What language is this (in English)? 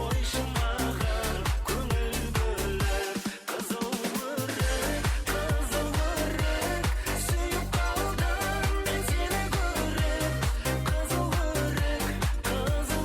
Kara-Kalpak